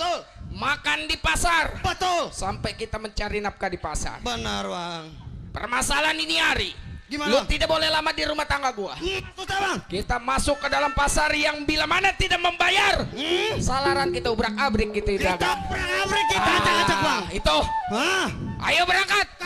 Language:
Betawi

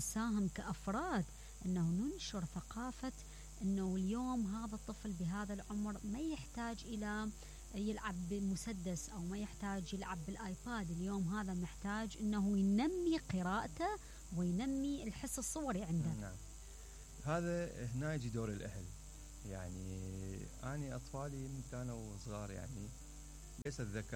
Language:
Mesopotamian Arabic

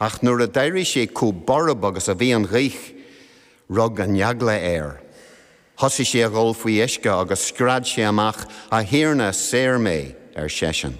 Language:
Irish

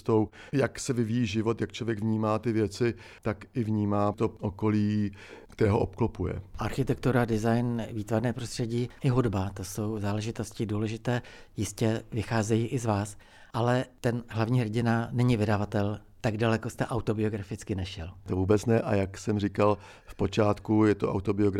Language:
Czech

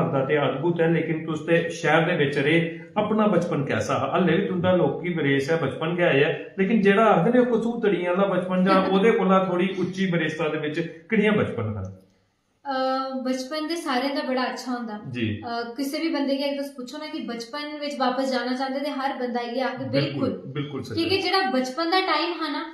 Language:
Dogri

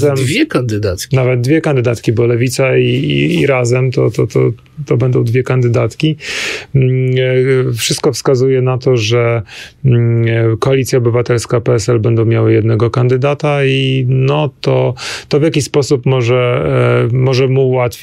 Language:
Polish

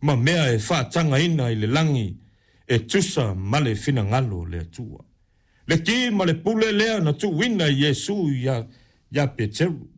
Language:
Samoan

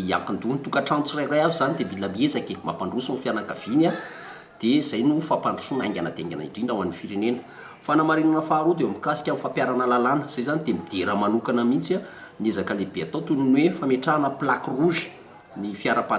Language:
Malagasy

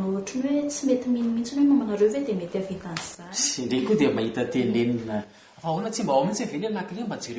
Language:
Malagasy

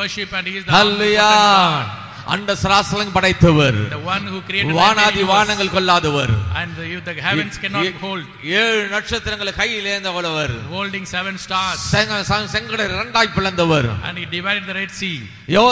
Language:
Tamil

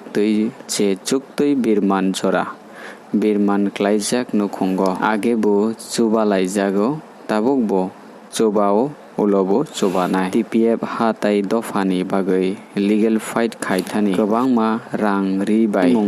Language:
Riang (India)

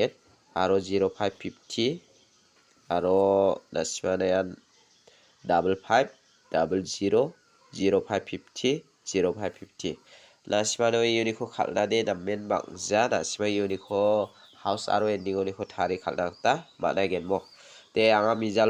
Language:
Garo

